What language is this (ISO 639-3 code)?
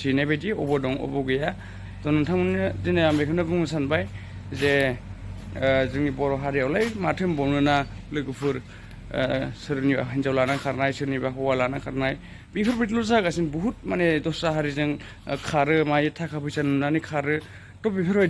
brx